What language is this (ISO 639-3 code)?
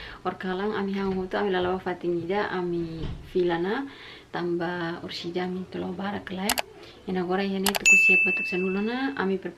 tet